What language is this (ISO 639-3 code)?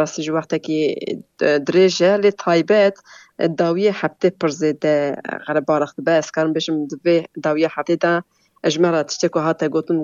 kur